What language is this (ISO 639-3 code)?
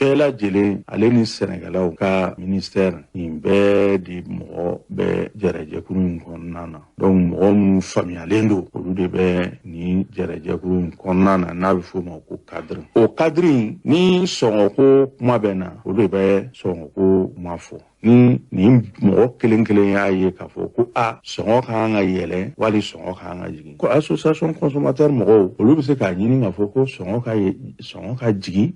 bam